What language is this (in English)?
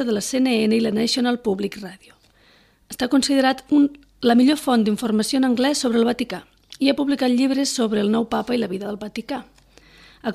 Catalan